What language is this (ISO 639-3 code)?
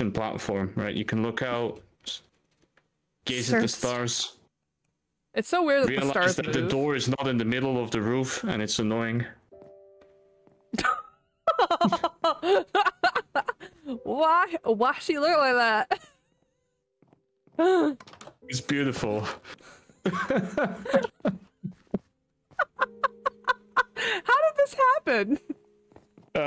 eng